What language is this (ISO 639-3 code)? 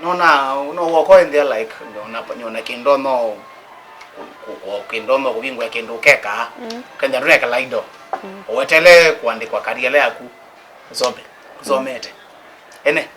kam